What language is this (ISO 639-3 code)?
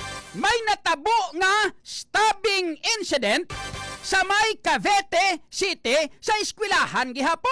hil